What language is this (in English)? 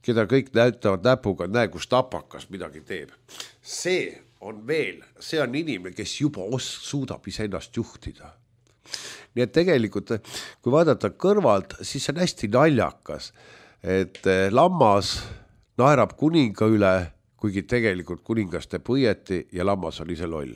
Estonian